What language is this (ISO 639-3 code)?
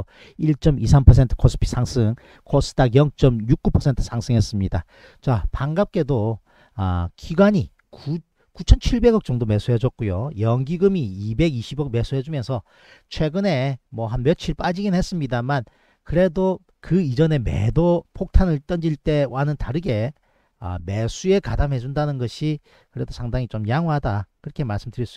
kor